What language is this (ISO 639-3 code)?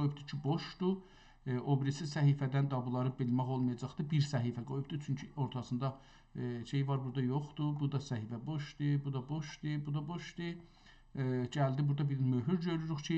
azb